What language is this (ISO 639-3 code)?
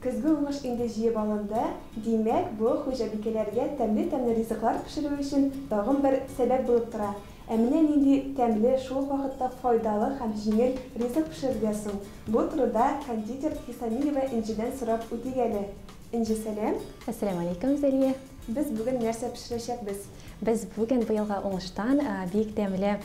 tat